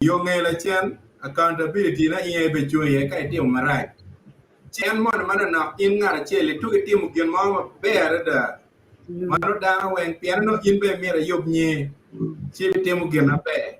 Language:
Acoli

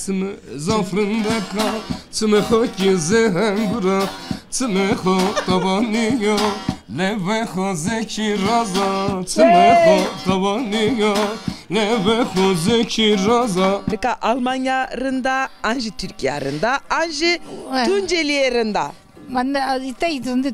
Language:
Zaza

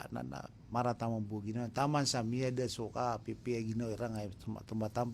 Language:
Maranao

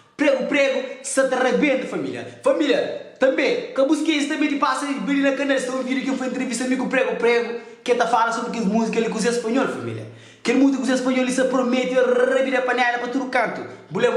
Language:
Kabuverdianu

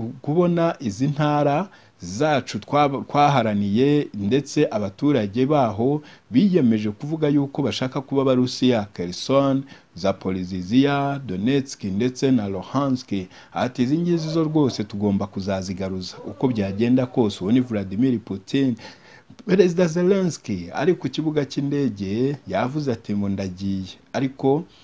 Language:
Kinyarwanda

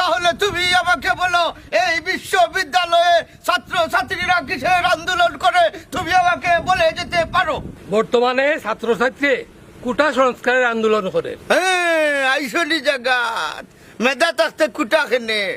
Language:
Sylheti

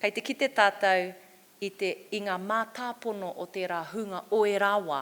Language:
Māori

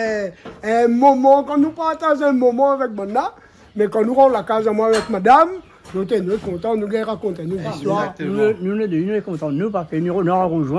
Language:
Réunion Creole French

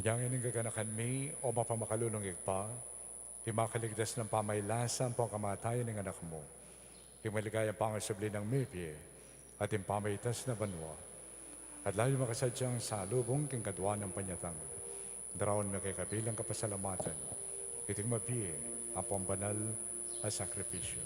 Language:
Pampanga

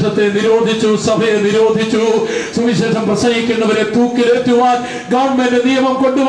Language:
Malayalam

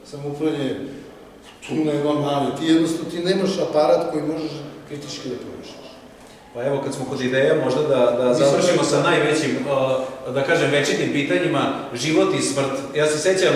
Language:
Serbian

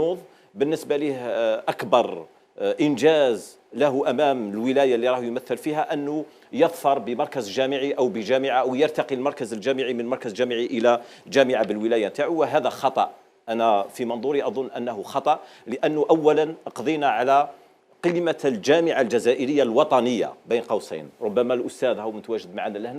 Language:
Algerian Arabic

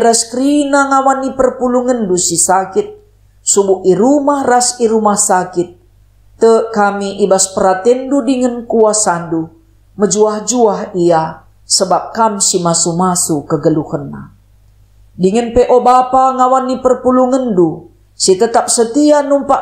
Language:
Batak Karo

